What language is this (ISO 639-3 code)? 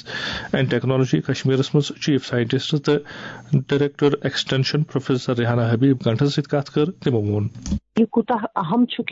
kas